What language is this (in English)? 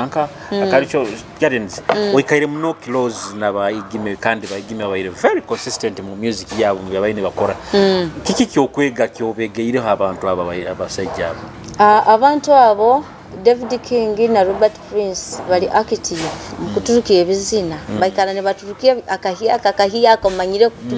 Nyoro